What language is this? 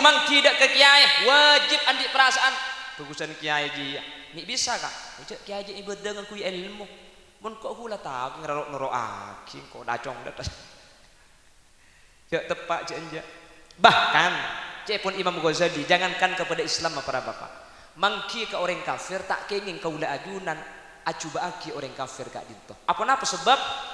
Madurese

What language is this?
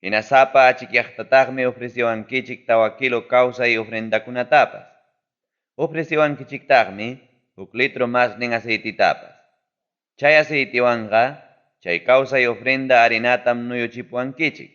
Ayacucho Quechua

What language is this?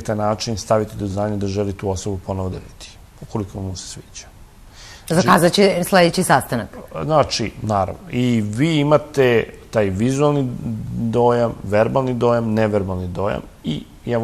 Serbian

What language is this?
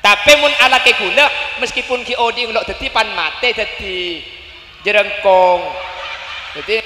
Madurese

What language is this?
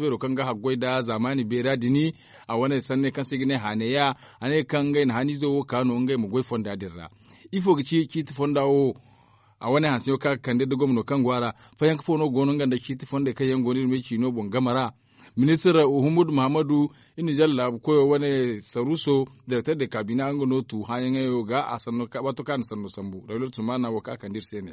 Zarma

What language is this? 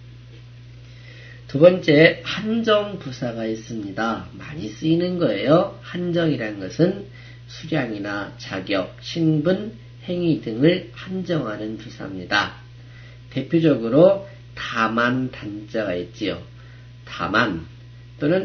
Korean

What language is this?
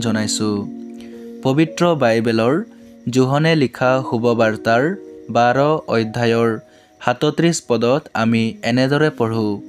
Assamese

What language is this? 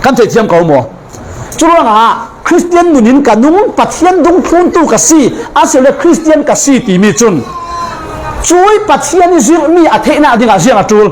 Falam Chin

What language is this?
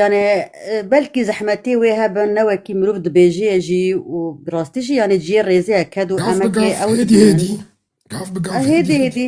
Kurdish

